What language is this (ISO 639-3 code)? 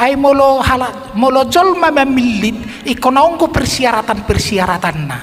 bbc